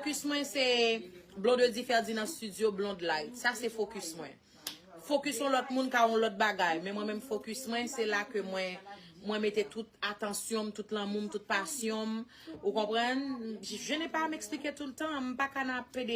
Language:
Haitian Creole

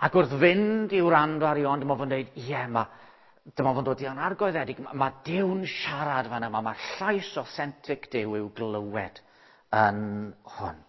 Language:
Welsh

